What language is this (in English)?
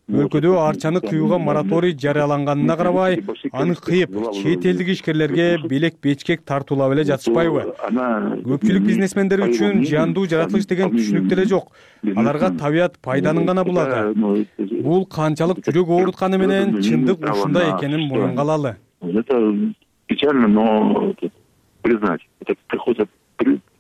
Kyrgyz